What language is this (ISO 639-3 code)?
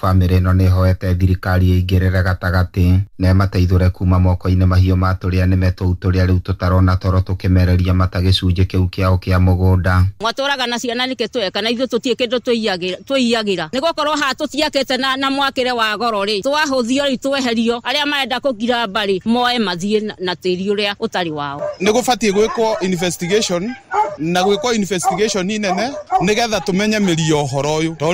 kik